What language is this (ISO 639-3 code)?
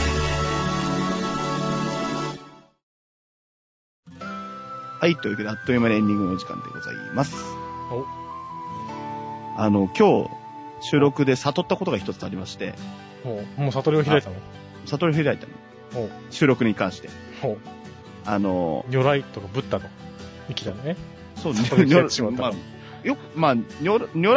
jpn